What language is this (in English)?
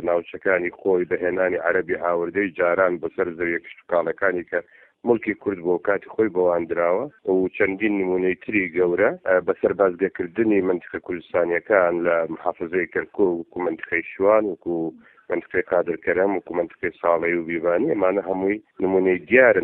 Central Kurdish